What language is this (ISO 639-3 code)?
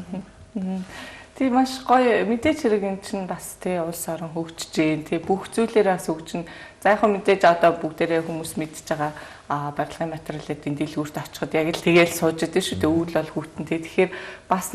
mon